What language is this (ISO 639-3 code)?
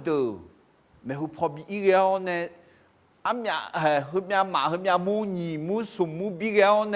ahk